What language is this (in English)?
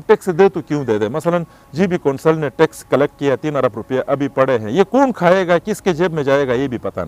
Urdu